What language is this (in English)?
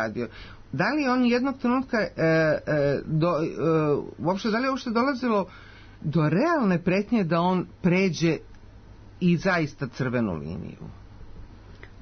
Serbian